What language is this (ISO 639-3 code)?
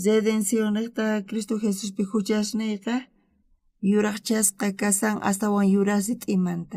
quh